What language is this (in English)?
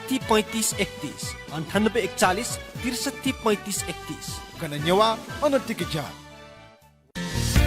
Newari